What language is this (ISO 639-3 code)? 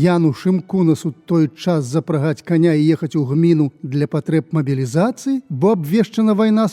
bel